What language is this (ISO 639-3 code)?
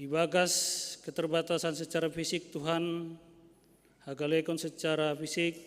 bts